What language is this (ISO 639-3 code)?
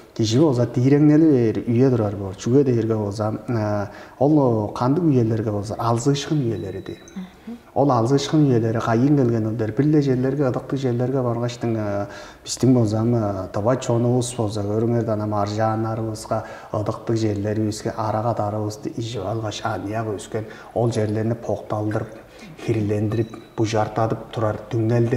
tyv